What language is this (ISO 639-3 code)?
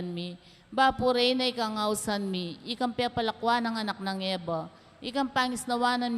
pam